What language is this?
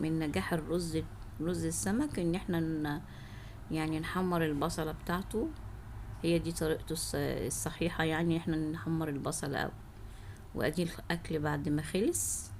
Egyptian Arabic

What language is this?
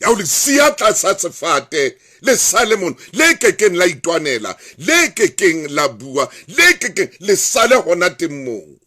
Southern Sotho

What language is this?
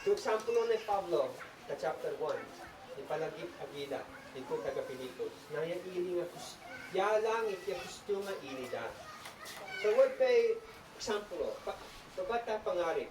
Isnag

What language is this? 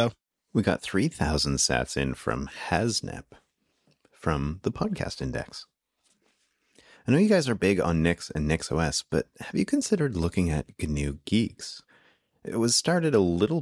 English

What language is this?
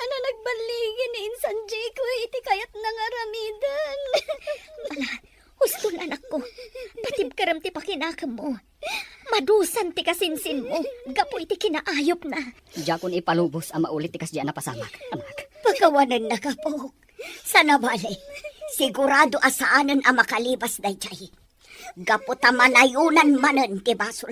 Iloko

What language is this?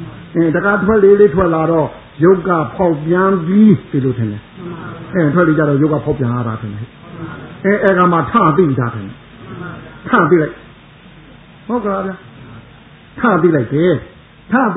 Burmese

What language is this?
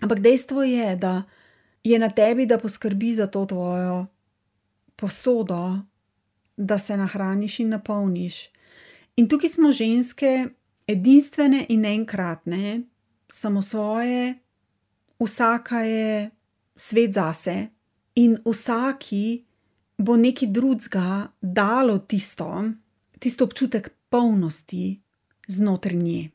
Slovenian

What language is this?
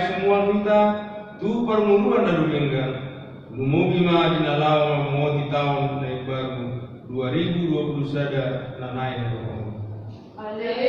Batak Toba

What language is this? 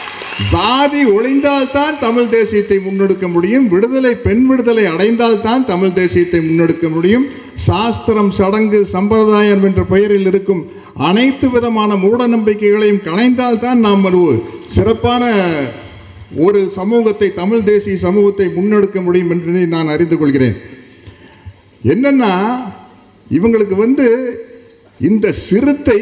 Tamil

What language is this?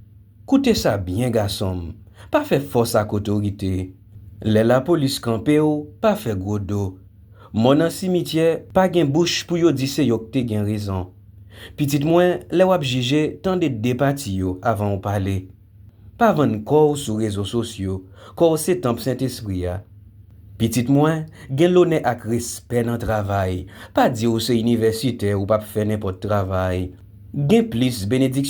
Haitian Creole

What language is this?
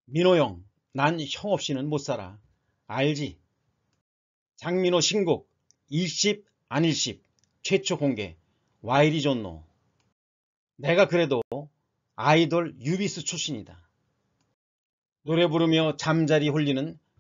Korean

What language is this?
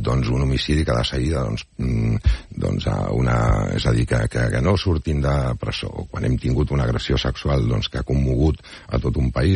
Catalan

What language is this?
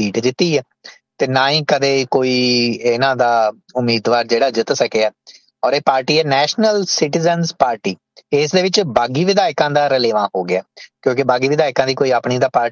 Punjabi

